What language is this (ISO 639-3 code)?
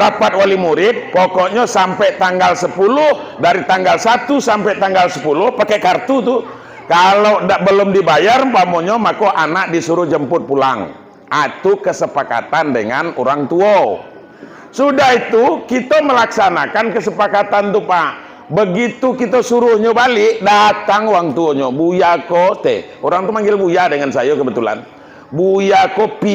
min